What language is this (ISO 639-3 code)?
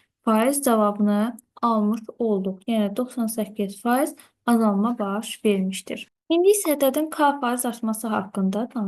aze